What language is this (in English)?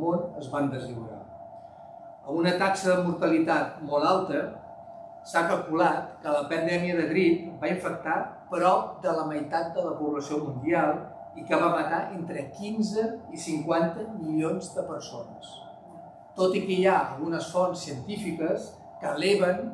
Catalan